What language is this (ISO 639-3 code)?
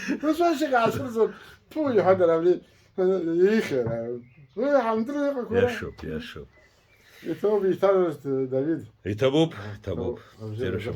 abk